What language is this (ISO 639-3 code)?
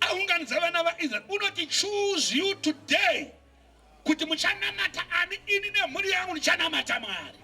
sna